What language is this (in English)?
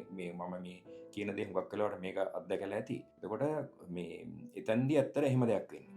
Sinhala